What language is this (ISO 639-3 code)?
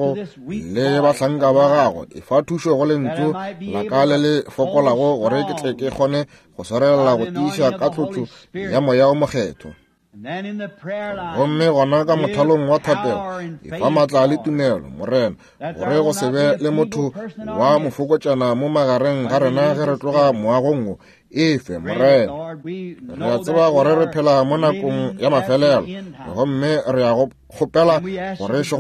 nso